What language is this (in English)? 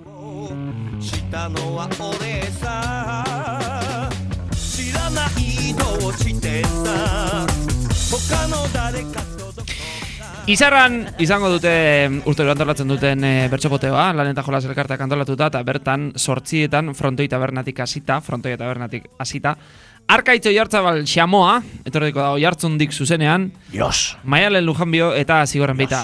Basque